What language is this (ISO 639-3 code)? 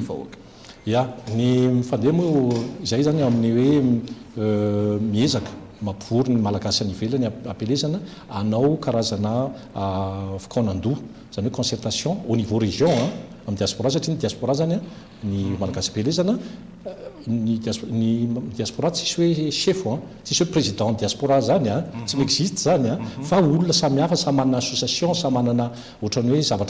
mlg